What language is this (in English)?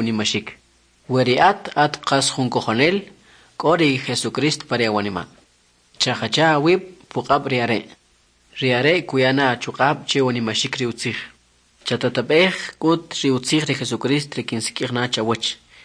Kʼicheʼ